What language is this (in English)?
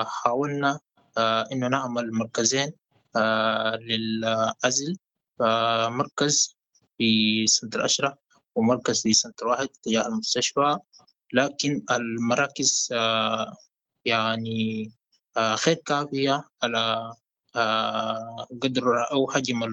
Sudanese Arabic